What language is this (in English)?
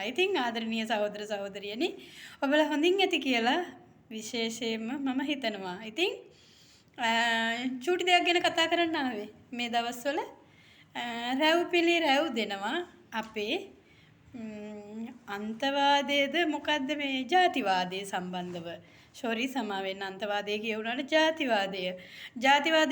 Sinhala